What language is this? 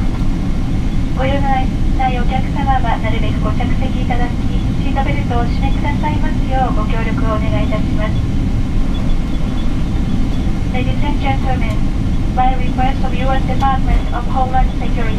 Japanese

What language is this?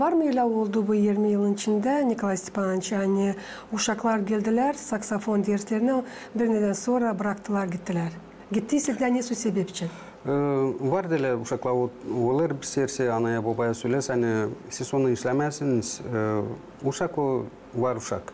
Gagauz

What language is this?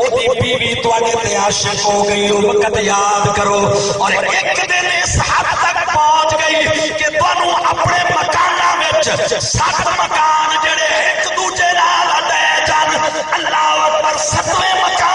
Saraiki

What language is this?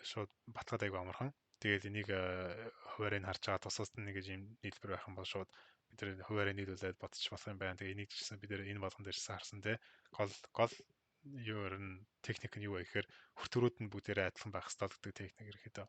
Mongolian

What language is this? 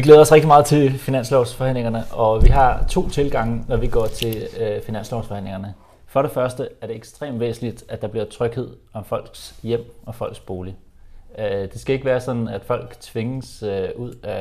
Danish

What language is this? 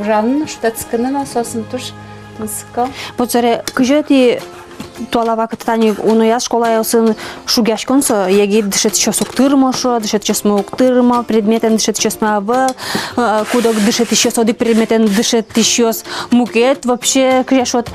Udmurt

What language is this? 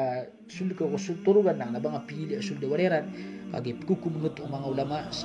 Maranao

